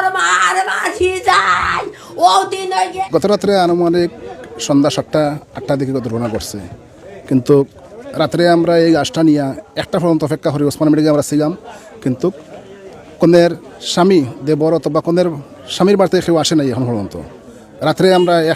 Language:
Sylheti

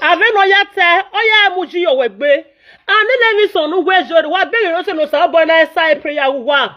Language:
Nigerian Pidgin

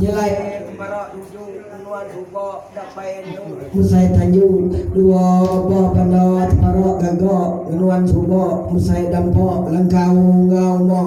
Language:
Iban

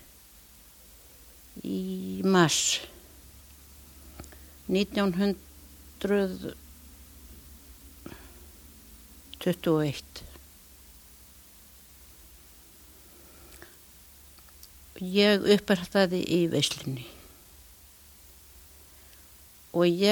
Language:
Icelandic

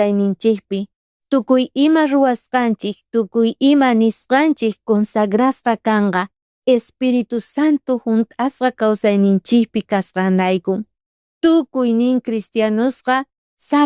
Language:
South Bolivian Quechua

